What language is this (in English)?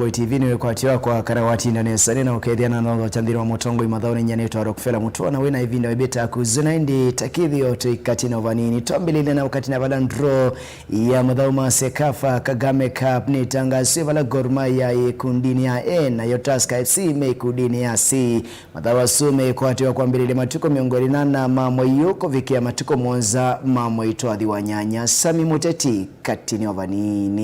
Kamba